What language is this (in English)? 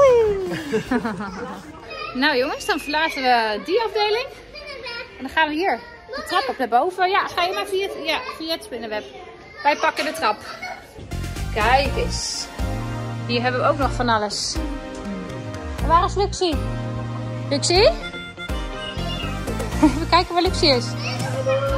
Dutch